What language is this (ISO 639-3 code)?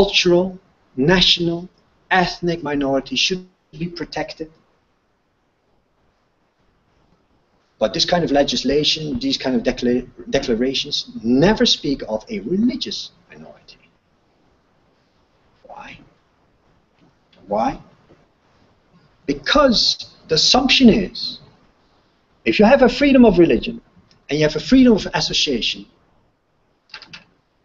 eng